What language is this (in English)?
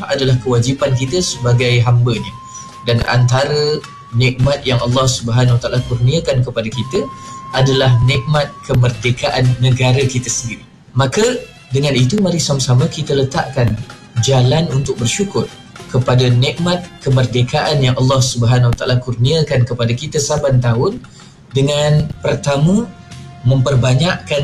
Malay